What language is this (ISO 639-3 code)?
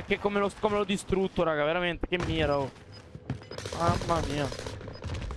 ita